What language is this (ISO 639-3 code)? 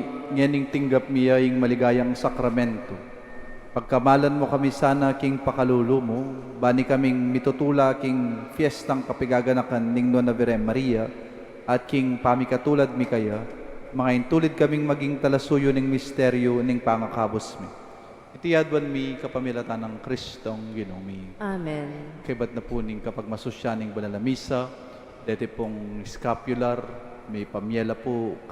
pam